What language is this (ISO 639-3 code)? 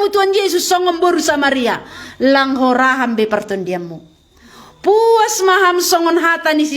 bts